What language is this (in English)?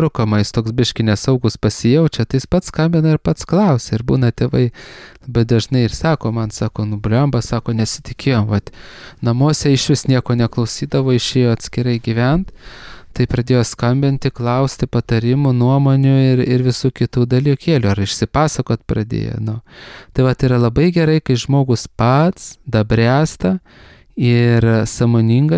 Lithuanian